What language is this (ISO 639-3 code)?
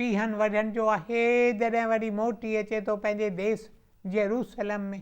snd